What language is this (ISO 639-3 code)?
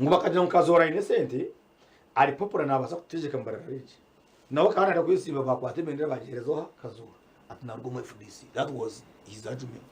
nyn